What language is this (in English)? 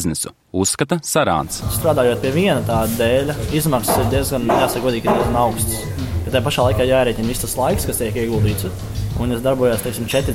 Latvian